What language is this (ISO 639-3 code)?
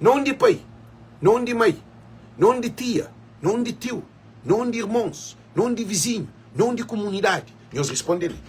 kea